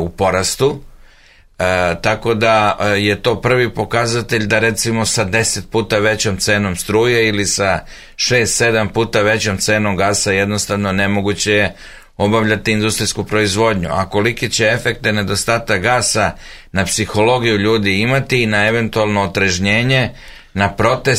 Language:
Serbian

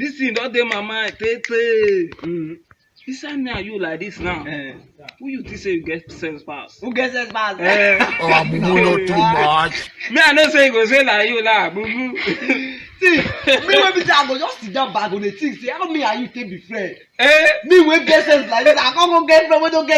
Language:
Nigerian Pidgin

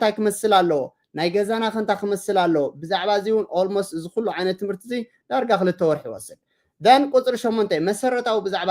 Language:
Tigrinya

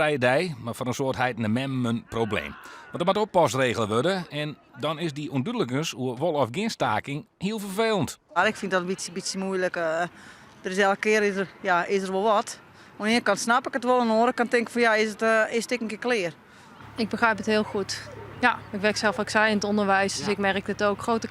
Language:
Western Frisian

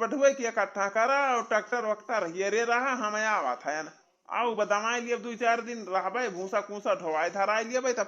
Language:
Awadhi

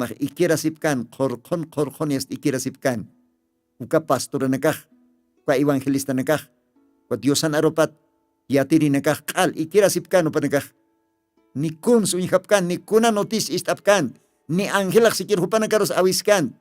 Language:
Aymara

